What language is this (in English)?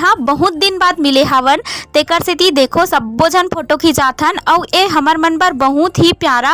Chhattisgarhi